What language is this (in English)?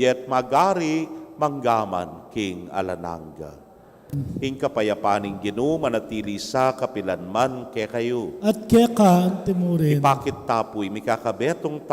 Pampanga